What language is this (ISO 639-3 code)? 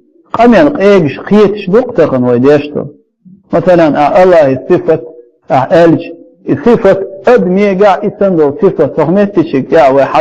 che